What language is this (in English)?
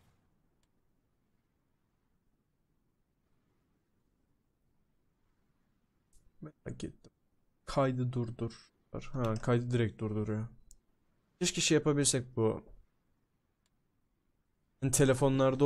Turkish